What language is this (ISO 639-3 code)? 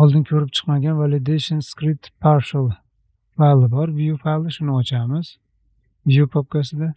uzb